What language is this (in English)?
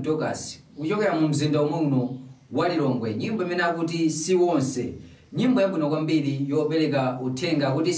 Nyanja